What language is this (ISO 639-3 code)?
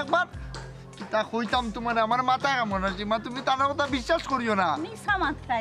syl